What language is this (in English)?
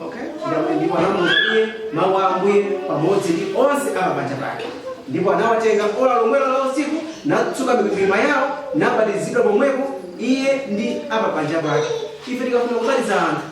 Nyanja